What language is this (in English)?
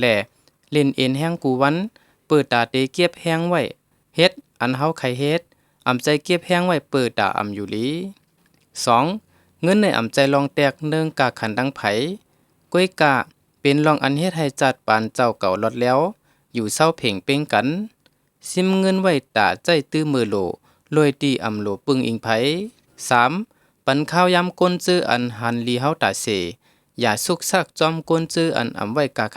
Shan